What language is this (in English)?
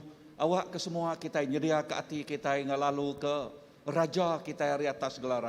Iban